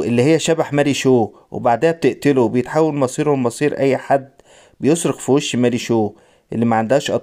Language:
Egyptian Arabic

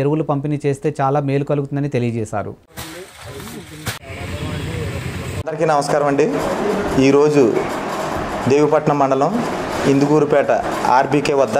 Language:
Telugu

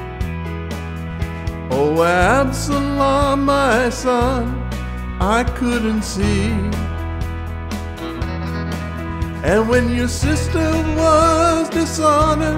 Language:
English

